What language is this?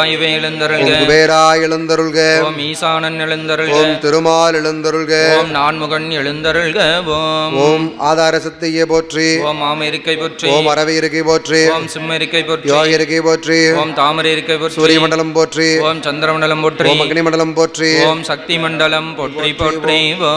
Tamil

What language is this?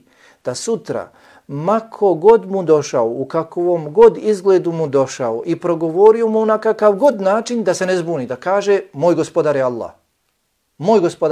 Bosnian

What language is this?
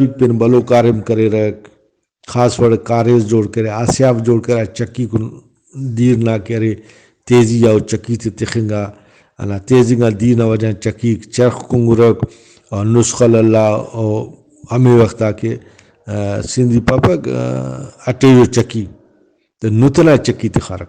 Brahui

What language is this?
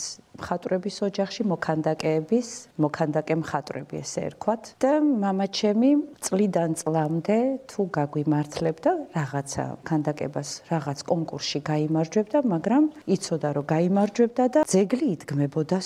Georgian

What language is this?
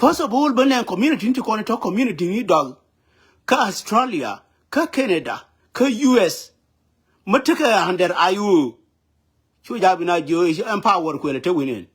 Nuer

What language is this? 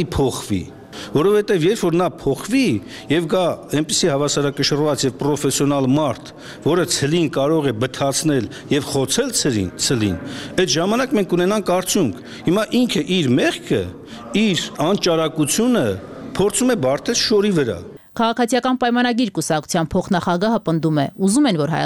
Armenian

